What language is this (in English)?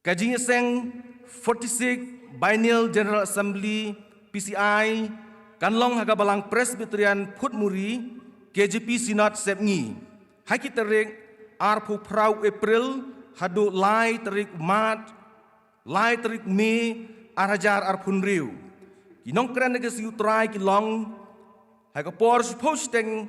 Khasi